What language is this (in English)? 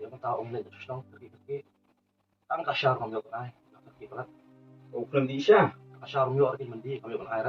Khasi